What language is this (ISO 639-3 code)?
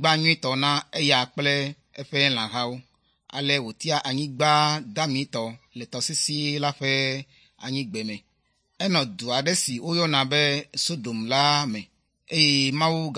ewe